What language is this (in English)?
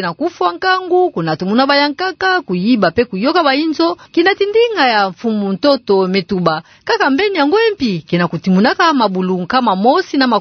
Kituba (Democratic Republic of Congo)